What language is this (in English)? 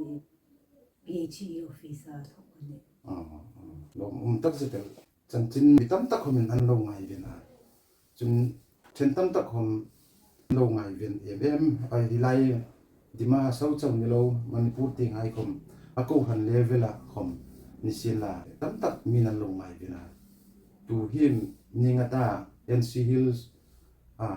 Hmar